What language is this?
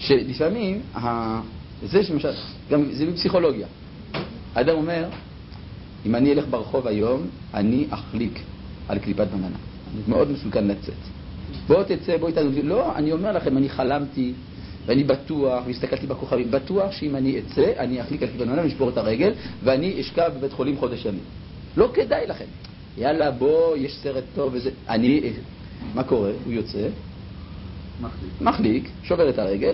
Hebrew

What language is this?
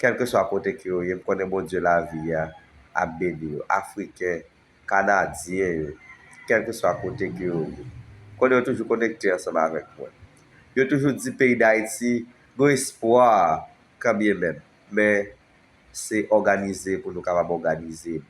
Haitian Creole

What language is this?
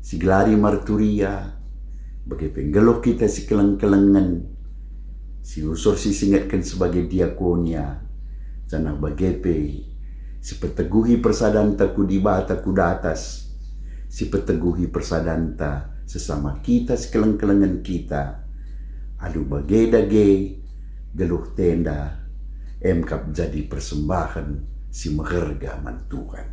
Batak Karo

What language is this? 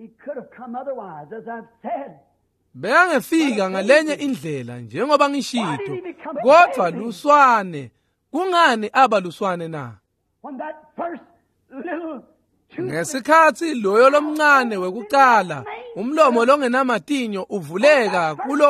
Swati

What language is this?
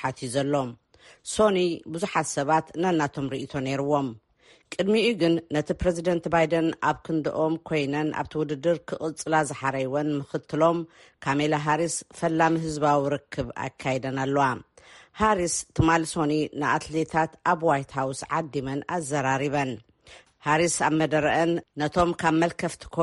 Tigrinya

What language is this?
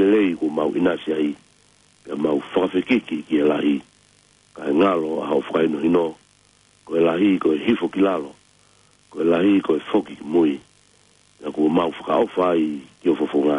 Tongan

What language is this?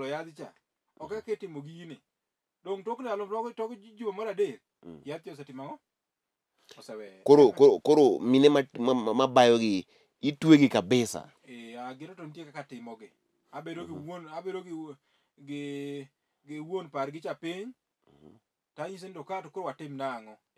Luo (Kenya and Tanzania)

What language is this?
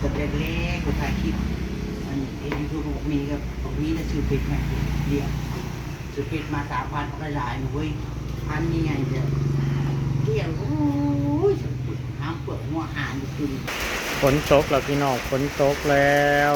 Northeastern Thai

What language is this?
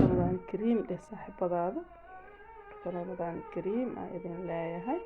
Somali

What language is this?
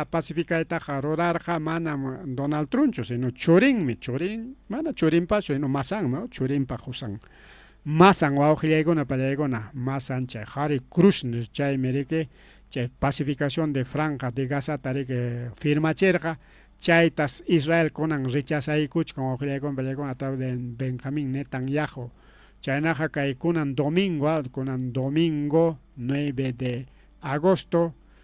Ayacucho Quechua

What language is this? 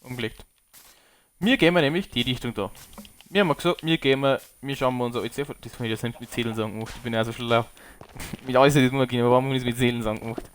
Bavarian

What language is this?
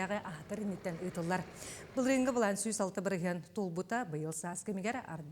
Yakut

